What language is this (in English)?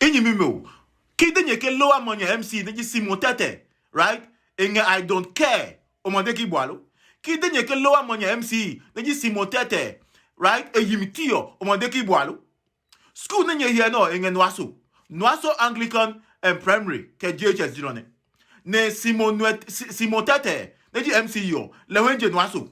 Adangme